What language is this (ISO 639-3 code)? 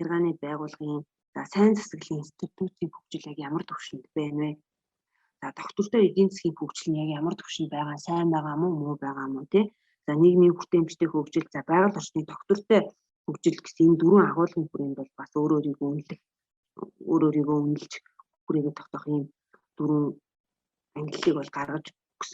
mon